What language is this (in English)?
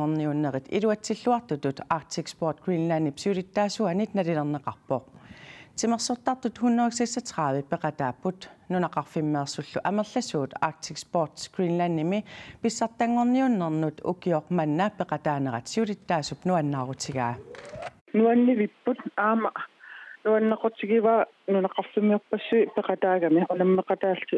Kalaallisut